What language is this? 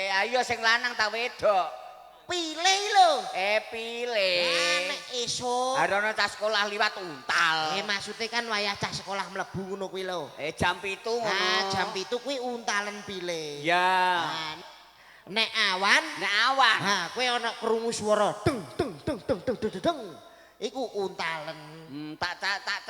Javanese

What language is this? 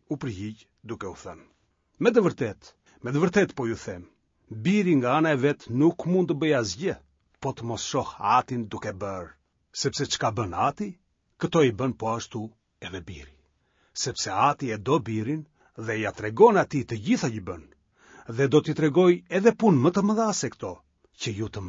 Albanian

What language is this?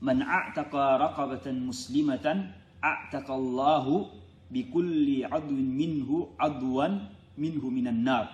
Yakan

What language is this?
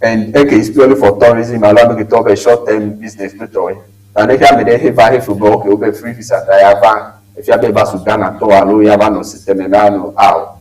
Ewe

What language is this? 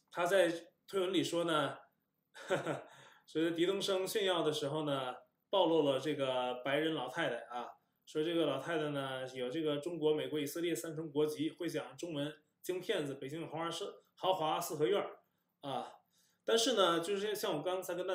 Chinese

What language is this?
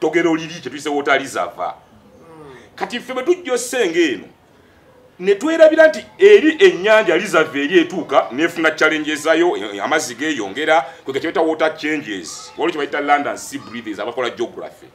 Ganda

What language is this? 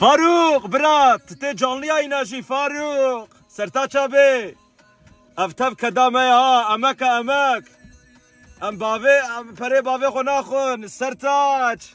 Kurdish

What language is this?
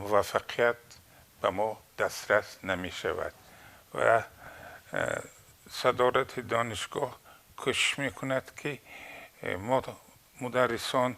Tajik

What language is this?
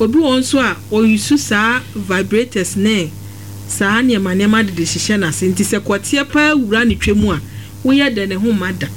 Akan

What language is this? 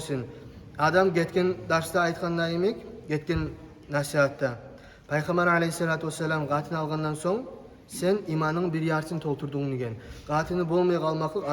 Kumyk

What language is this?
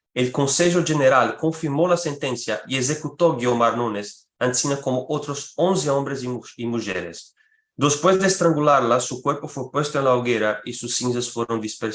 Ladino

